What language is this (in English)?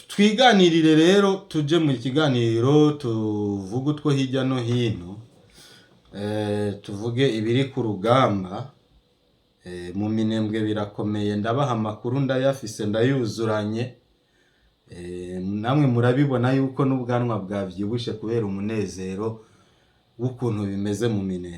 Rundi